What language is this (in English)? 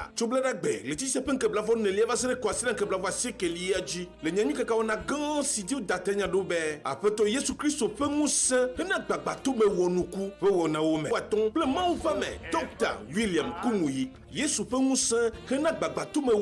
Ewe